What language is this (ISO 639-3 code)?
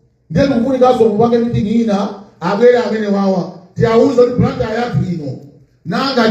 nya